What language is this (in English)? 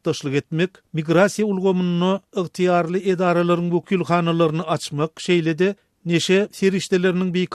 Turkmen